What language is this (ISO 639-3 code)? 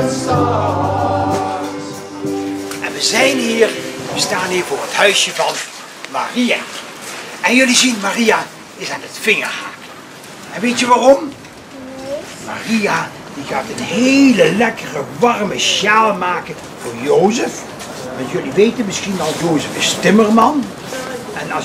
nld